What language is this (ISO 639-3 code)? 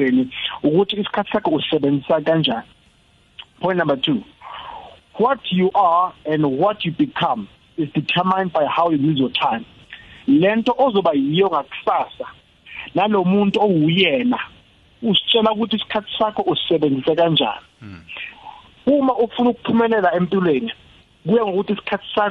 nbl